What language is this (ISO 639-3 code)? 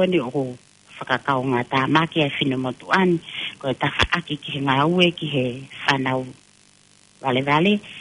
ton